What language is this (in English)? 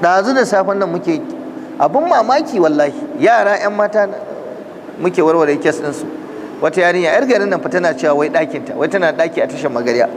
Hausa